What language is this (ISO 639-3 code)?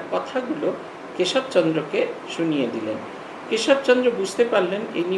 ben